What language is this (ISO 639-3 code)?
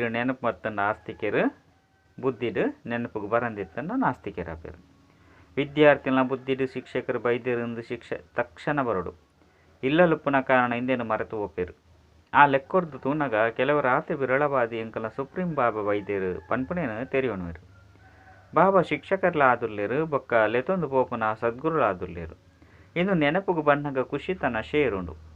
tcy